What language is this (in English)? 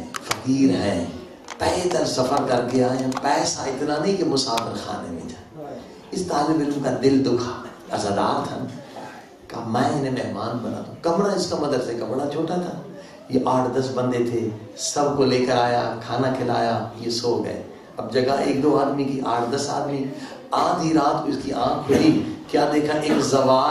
Urdu